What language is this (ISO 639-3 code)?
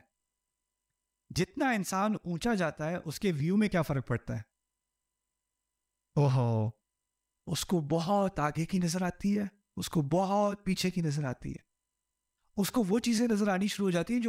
urd